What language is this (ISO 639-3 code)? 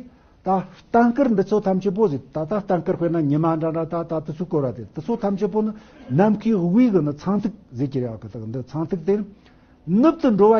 bod